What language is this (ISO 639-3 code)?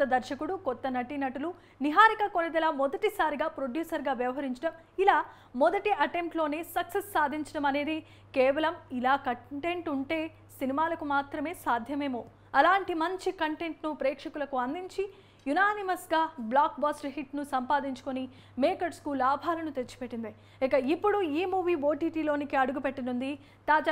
tel